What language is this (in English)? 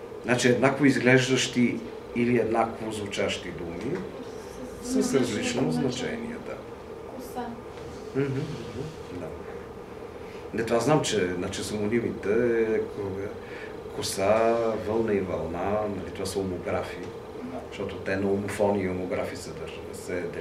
Bulgarian